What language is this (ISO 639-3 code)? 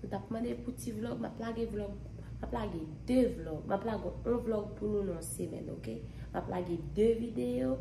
hat